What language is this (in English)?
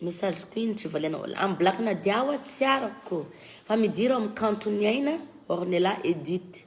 Malagasy